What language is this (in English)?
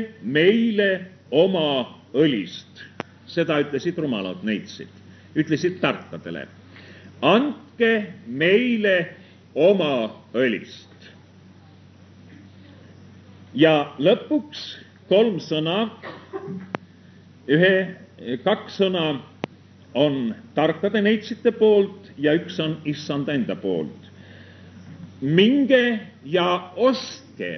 Estonian